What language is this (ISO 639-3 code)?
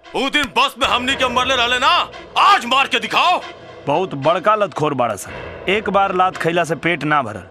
bho